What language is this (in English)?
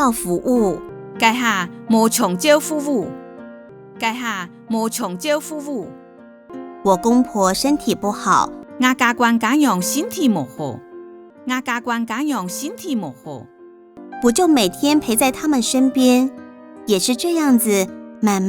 Hakka Chinese